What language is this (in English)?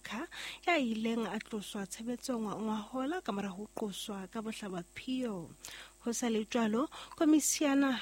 Southern Sotho